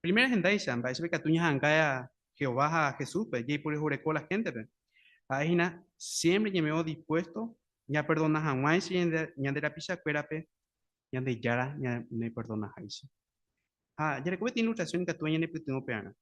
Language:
Guarani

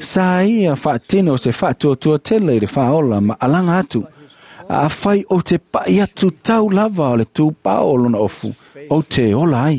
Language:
Samoan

